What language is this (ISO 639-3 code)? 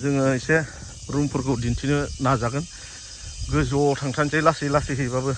brx